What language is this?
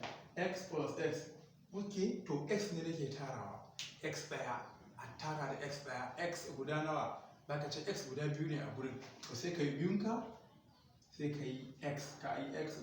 Hausa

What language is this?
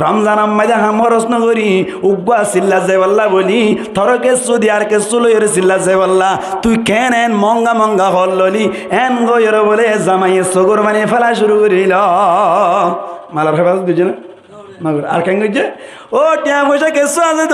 Rohingya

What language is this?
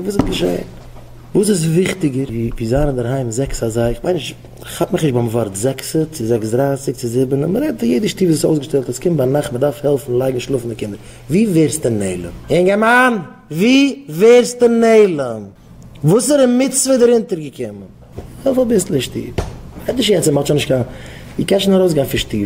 Yiddish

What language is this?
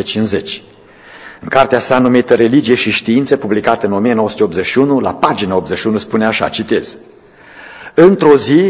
Romanian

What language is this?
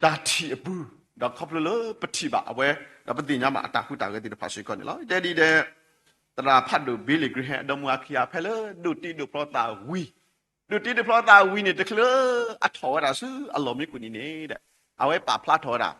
S'gaw Karen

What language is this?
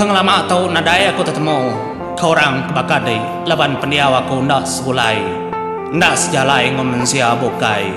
Iban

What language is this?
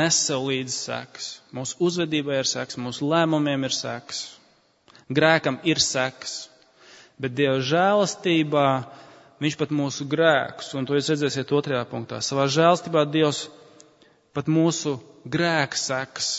Latvian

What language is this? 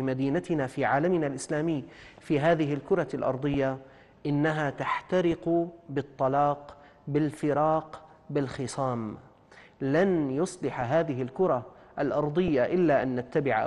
Arabic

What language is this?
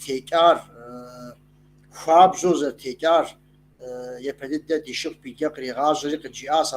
Kabardian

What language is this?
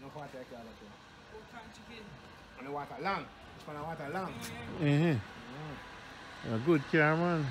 Jamaican Creole English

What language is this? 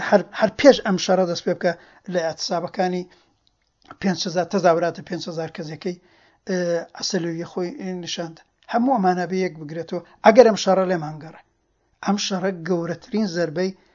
Central Kurdish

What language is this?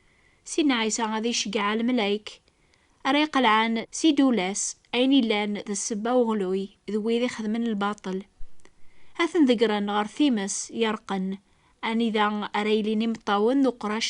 Kabyle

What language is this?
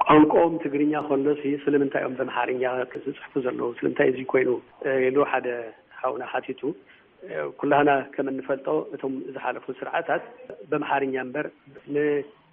Tigrinya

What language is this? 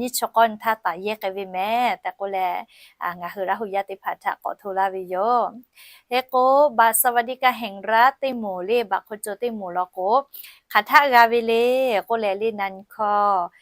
Lahu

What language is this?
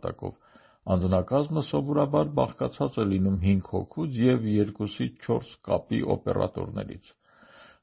Armenian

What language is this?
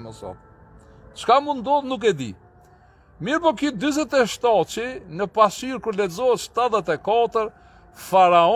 Albanian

